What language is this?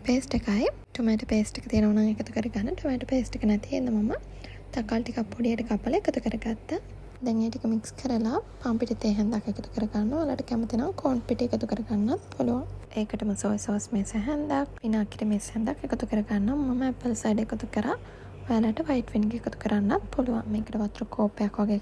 Sinhala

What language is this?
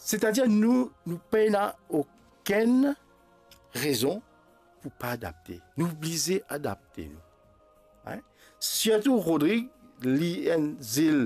Morisyen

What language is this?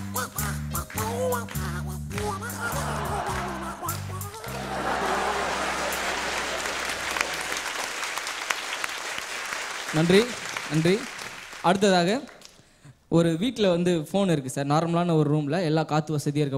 Tamil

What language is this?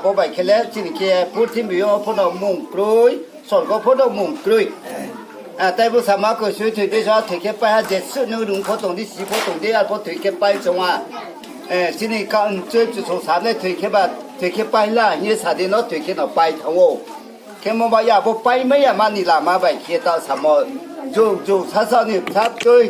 Riang (India)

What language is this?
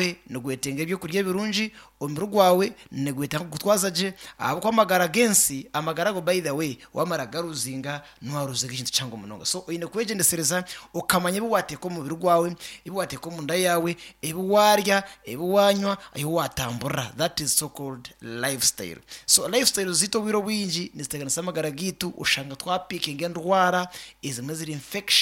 Nyankole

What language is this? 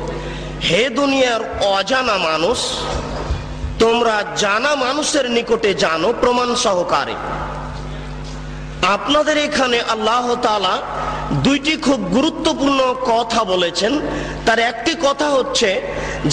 Bangla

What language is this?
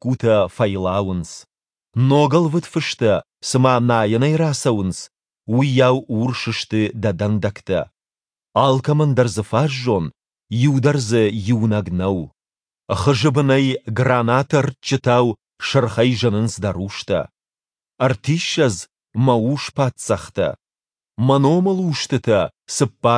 Ossetic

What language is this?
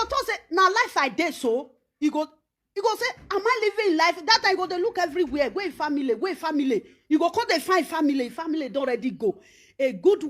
Nigerian Pidgin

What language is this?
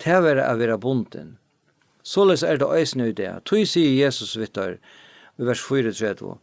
Faroese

